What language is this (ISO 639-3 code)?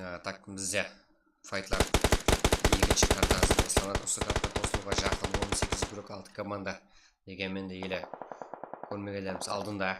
kaa